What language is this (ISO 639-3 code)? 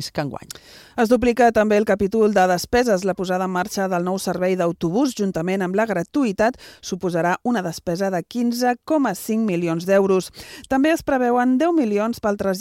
cat